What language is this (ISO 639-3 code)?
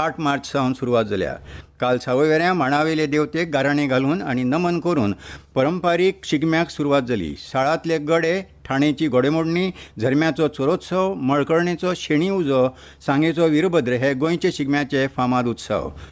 kok